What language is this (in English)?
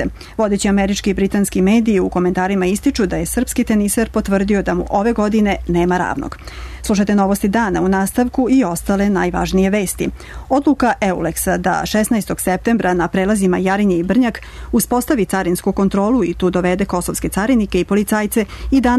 Serbian